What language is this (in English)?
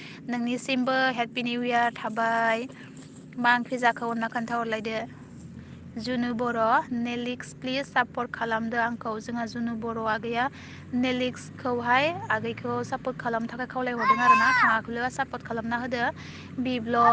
Bodo